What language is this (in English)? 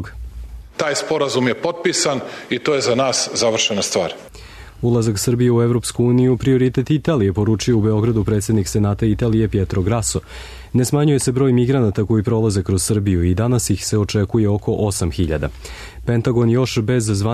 Serbian